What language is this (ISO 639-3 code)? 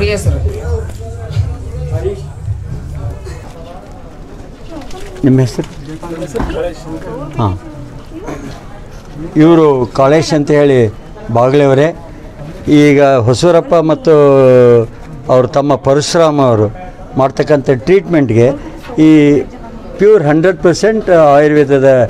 kan